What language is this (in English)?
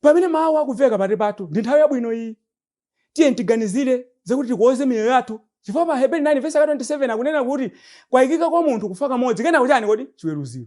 Nyanja